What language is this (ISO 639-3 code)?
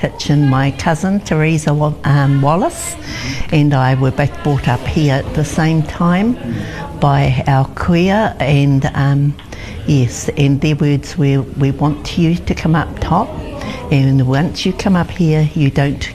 mri